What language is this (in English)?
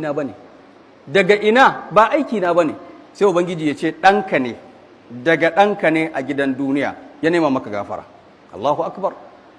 Hausa